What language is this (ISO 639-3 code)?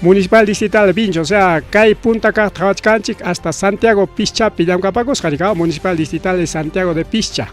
quy